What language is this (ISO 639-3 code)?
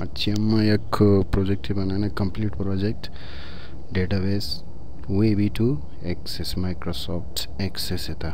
bal